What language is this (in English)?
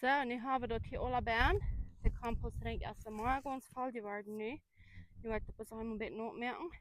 Plautdietsch